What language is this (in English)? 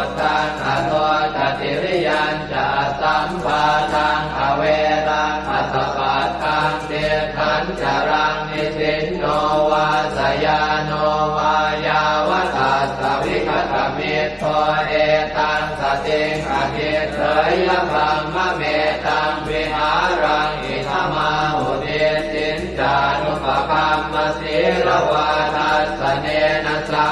Pali